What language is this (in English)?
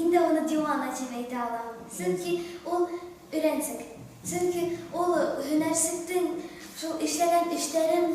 Bashkir